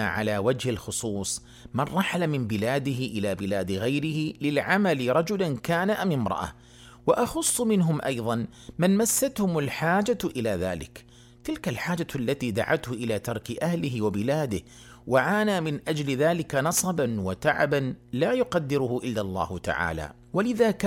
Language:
Arabic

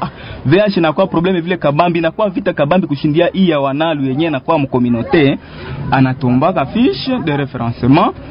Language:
Swahili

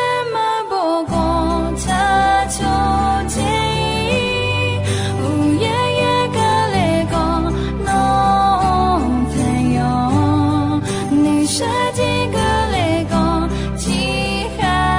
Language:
Akha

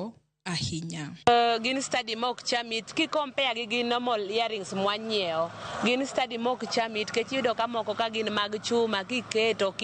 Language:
Luo (Kenya and Tanzania)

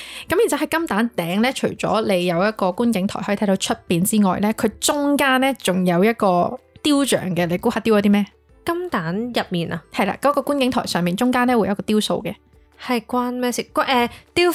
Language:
Cantonese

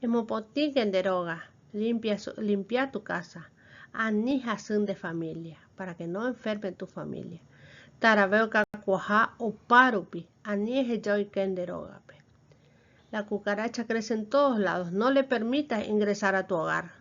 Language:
Guarani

